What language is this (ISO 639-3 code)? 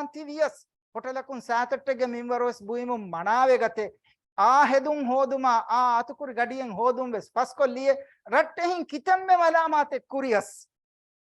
div